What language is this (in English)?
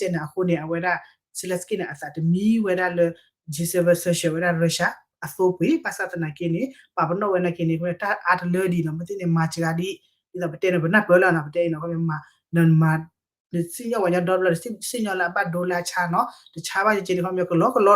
S'gaw Karen